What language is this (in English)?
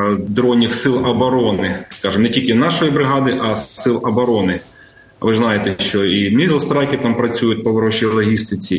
Ukrainian